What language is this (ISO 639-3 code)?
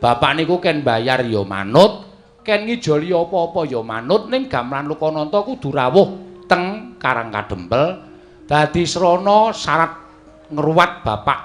jav